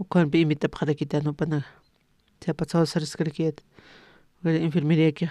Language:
Aymara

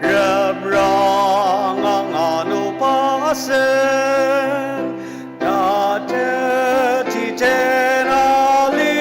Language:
Ao Naga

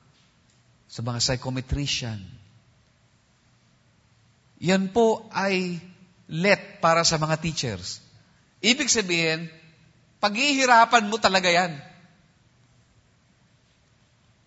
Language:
Filipino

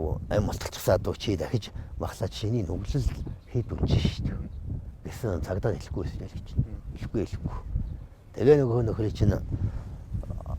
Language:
Mongolian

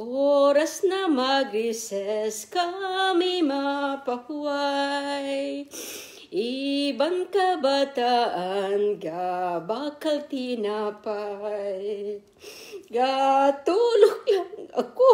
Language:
Kinaray-a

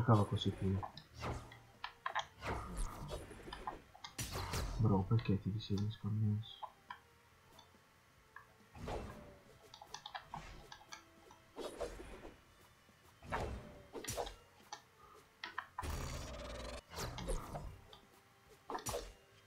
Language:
Italian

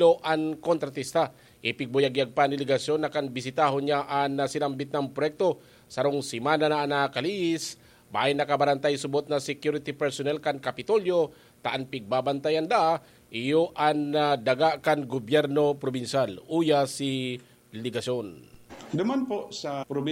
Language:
Bikol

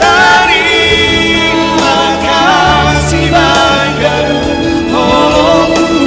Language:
Batak Simalungun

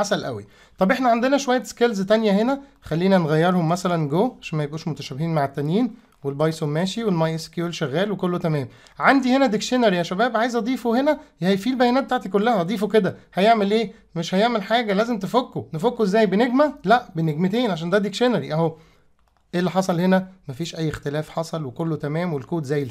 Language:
Egyptian Arabic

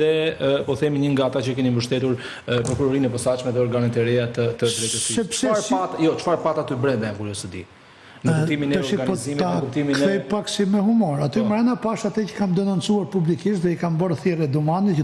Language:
Albanian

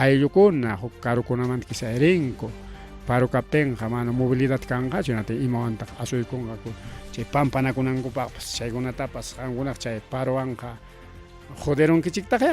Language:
Ayacucho Quechua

